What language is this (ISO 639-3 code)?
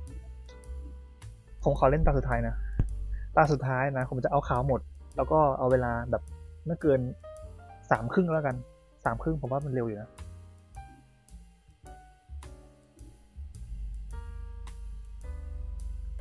tha